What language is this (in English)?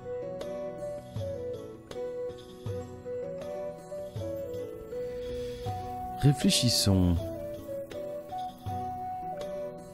French